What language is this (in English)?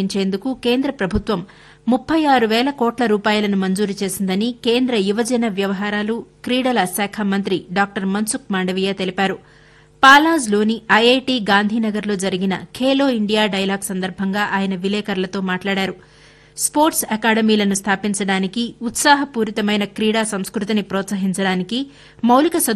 Telugu